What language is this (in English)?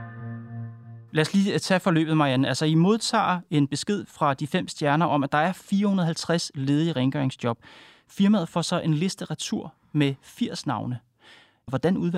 Danish